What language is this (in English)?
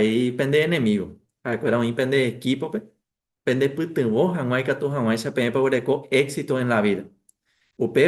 Guarani